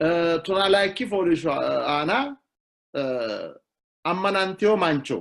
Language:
Sidamo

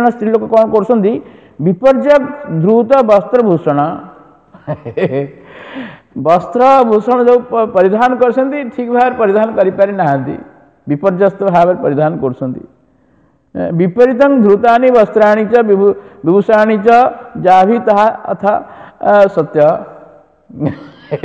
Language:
Odia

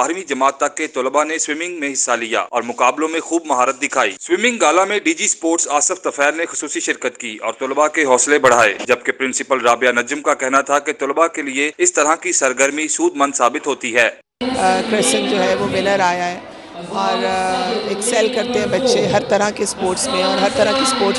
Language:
Urdu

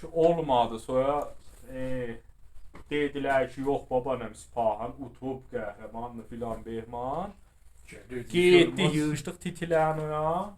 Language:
South Azerbaijani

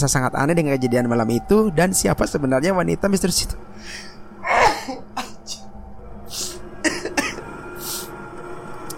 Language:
Indonesian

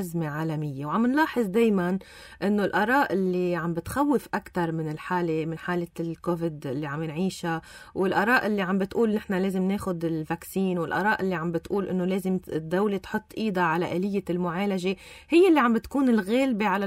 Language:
North Levantine Arabic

